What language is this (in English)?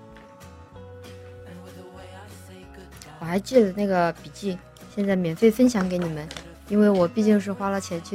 Chinese